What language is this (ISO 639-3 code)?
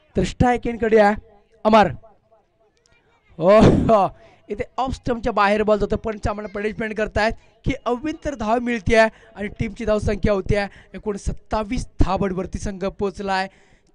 mar